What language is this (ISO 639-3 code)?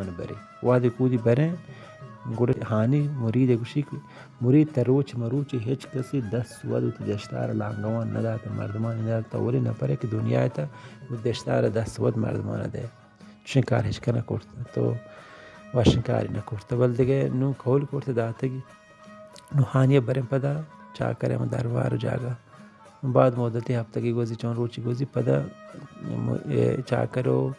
bal